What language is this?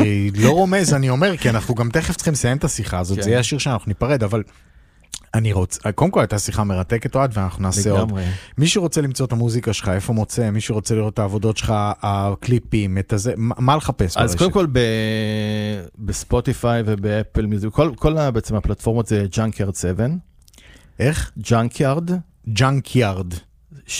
Hebrew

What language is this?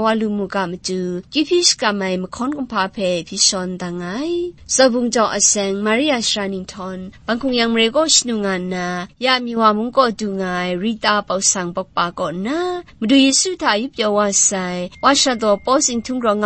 Kachin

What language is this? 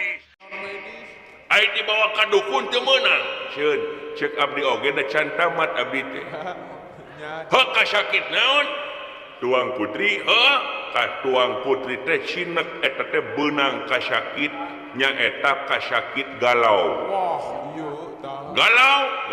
Sundanese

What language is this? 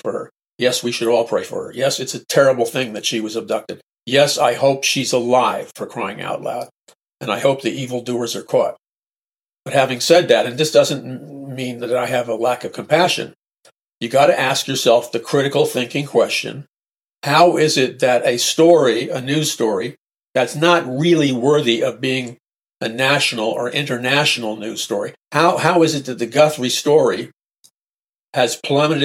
English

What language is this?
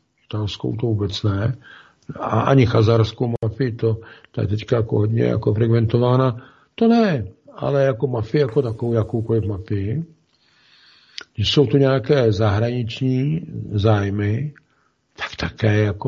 Czech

